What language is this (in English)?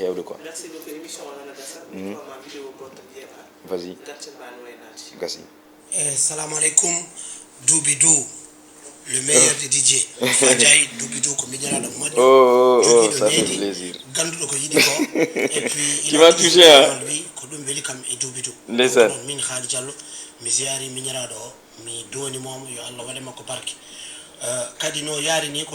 Fula